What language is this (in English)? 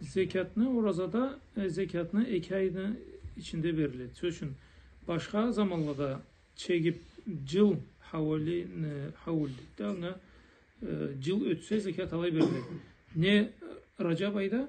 Karachay-Balkar